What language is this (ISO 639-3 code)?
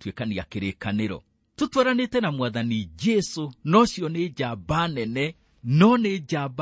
kik